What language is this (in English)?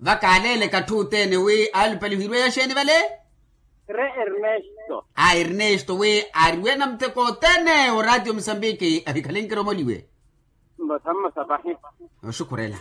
Makhuwa